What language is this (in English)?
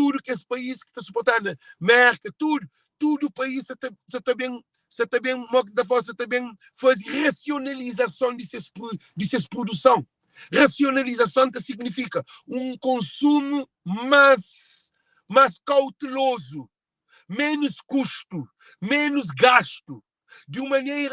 Kabuverdianu